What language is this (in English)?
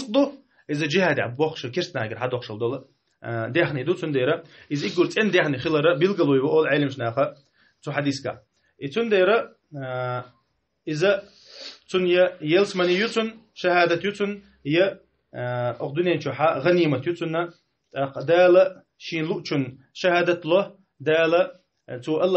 Chechen